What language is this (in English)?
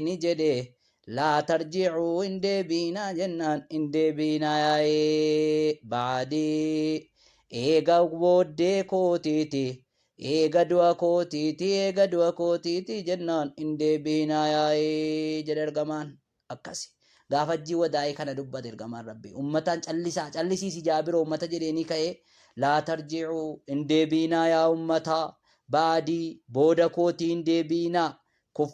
Oromo